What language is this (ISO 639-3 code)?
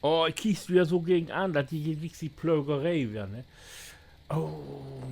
nds